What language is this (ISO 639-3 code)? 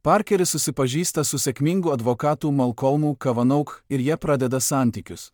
lit